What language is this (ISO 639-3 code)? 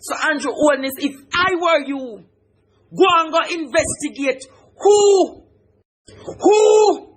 jam